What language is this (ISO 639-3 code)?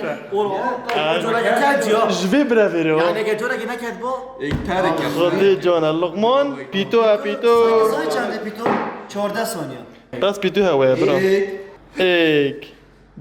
kur